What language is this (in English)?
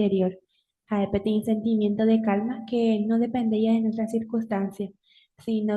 Guarani